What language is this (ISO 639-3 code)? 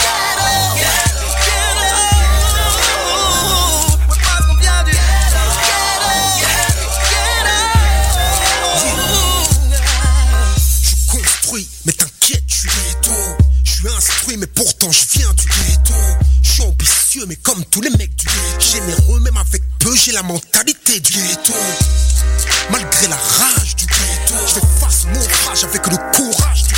fra